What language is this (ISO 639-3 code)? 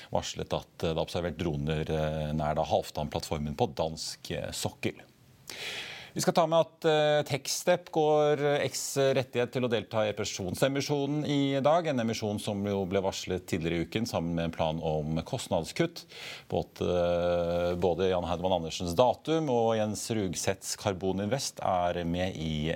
nor